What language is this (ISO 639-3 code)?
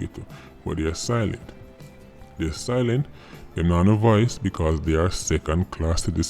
jam